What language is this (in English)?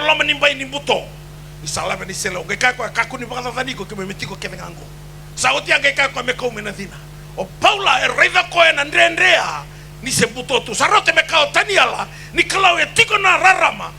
Fijian